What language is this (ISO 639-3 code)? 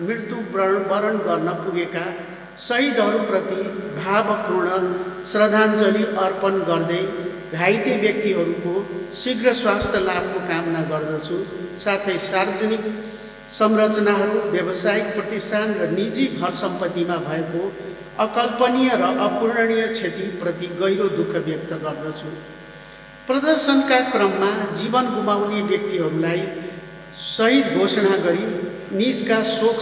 nep